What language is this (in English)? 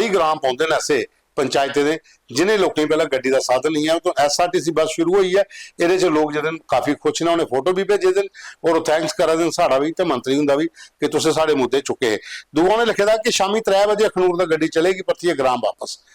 Dogri